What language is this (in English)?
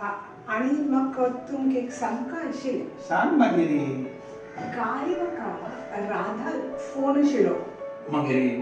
Konkani